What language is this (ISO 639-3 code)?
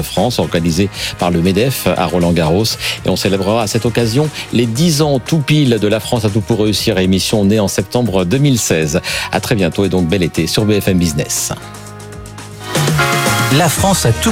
fra